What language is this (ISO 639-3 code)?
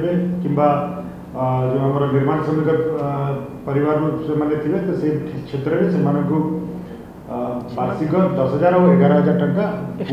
ori